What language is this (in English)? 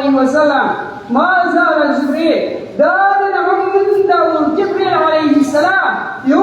Maranao